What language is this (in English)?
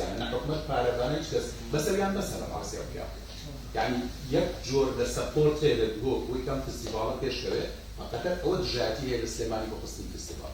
Central Kurdish